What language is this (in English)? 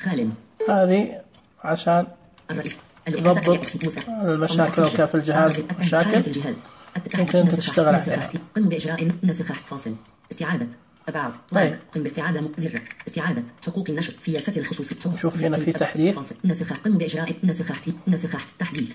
Najdi Arabic